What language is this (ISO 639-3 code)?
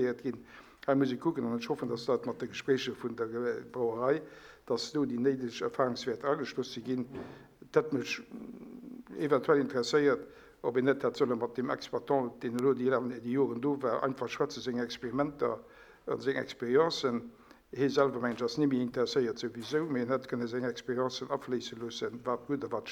ltz